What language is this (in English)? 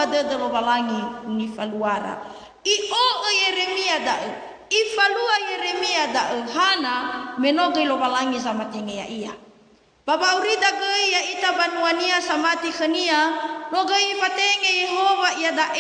Nias